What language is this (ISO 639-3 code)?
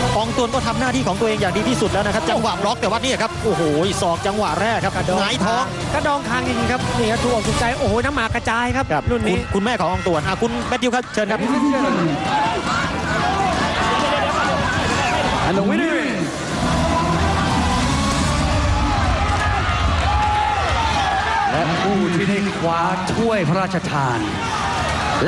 tha